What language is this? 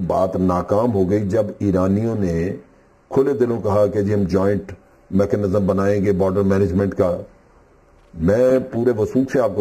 Urdu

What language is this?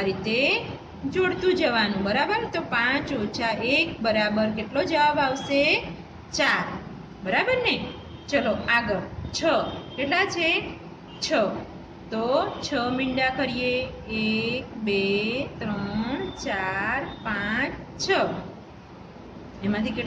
Gujarati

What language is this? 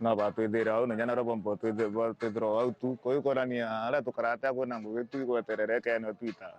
Meru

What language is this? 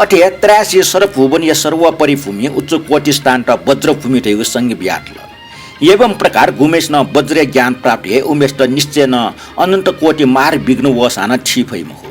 Newari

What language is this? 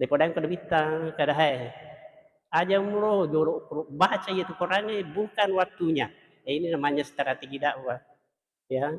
Buginese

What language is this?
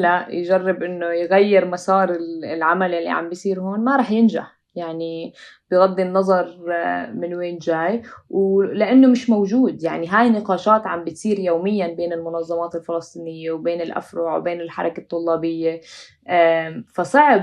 North Levantine Arabic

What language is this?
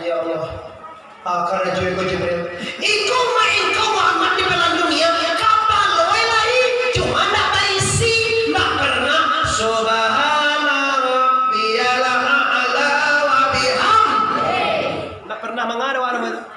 Minangkabau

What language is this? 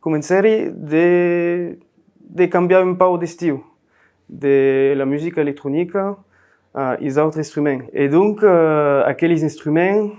Occitan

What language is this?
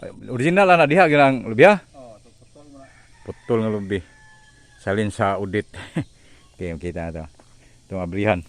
Cebuano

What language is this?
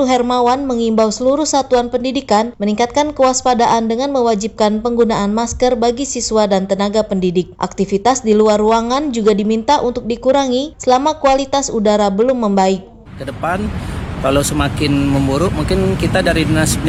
Indonesian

